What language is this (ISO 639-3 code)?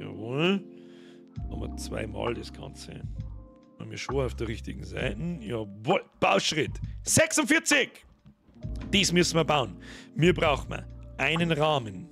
bar